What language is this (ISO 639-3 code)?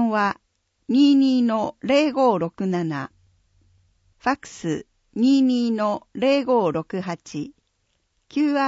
jpn